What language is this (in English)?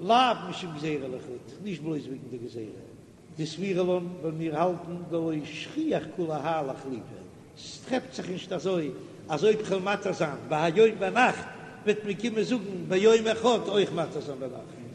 Yiddish